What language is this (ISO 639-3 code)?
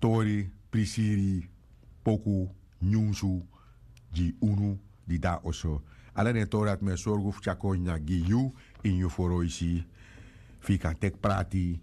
srn